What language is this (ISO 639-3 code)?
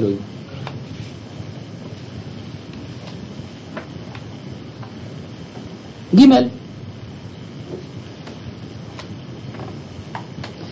heb